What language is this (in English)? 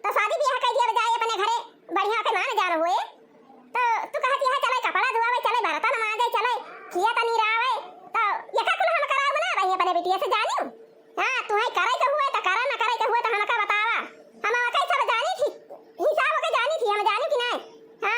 Awadhi